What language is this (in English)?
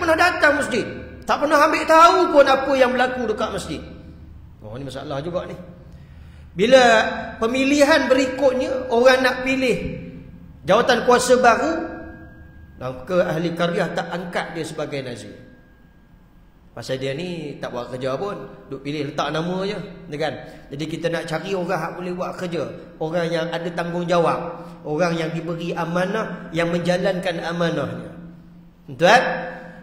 Malay